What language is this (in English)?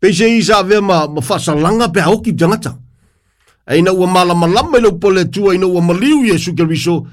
Samoan